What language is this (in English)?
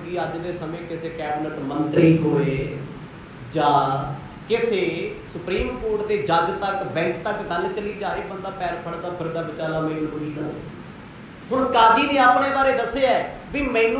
Punjabi